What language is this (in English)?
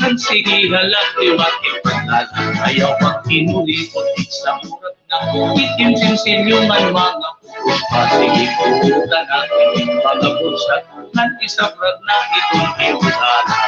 Waray